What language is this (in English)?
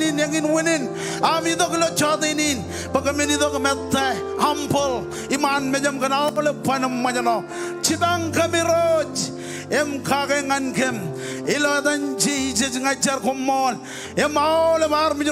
Marshallese